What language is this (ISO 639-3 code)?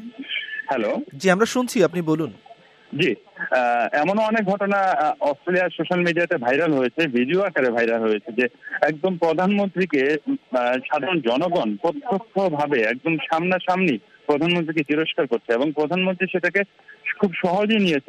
ben